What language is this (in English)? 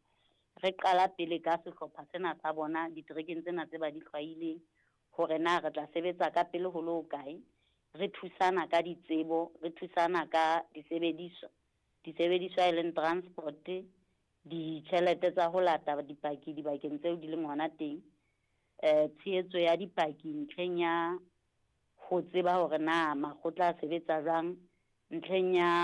Southern Sotho